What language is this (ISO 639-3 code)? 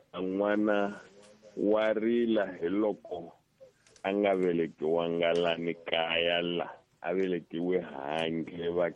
tso